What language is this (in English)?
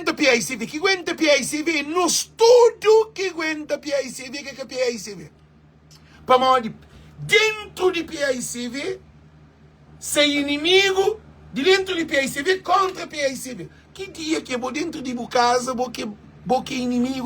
Kabuverdianu